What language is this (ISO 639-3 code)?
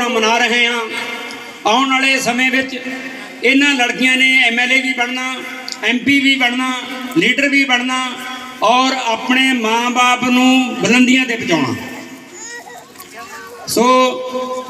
pan